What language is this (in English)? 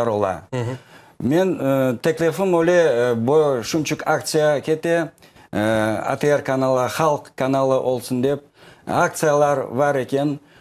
Crimean Tatar